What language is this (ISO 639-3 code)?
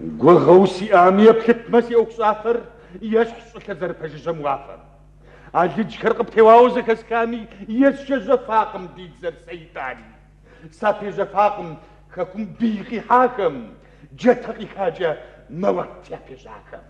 kbd